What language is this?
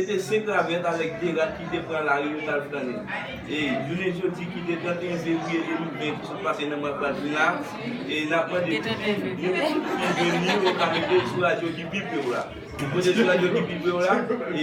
Haitian Creole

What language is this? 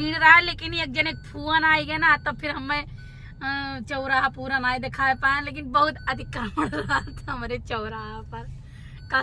Awadhi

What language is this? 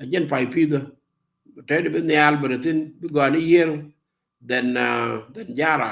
Nuer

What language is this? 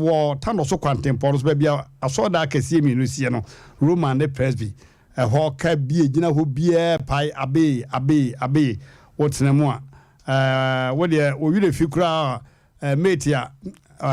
Akan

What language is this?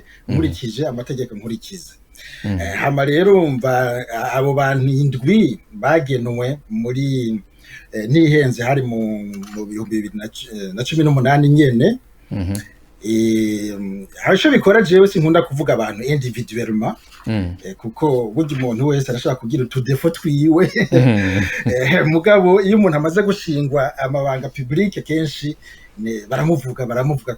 Rundi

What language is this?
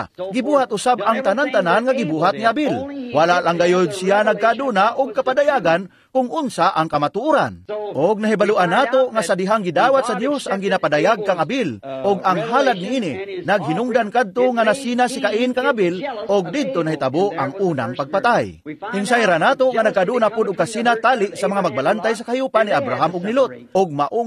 Cebuano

